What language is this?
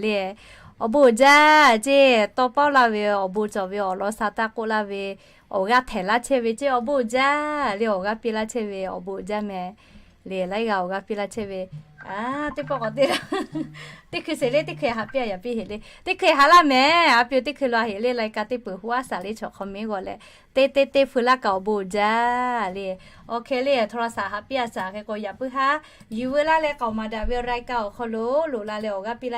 Lahu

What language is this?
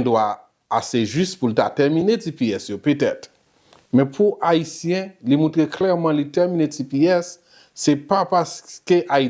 Haitian Creole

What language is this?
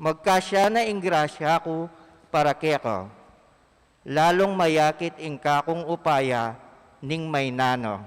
Pampanga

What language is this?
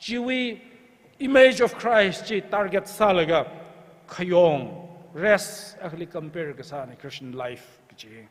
Tangkhul Naga (India)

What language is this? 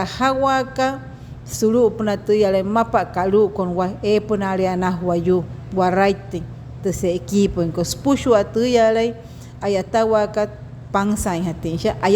Wayuu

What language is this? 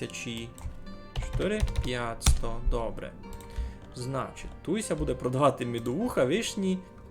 Rusyn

